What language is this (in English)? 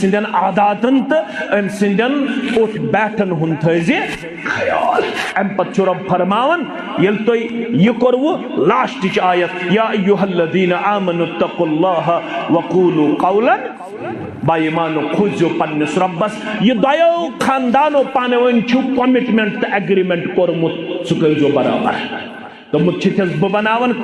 Kashmiri